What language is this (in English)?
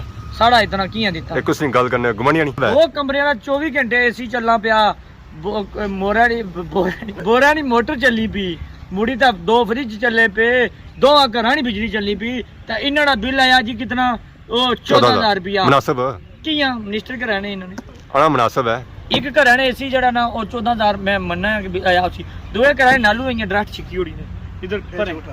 Pahari-Potwari